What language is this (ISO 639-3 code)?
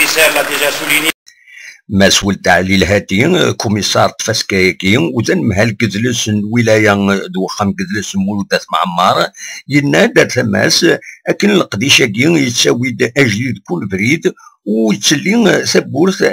kab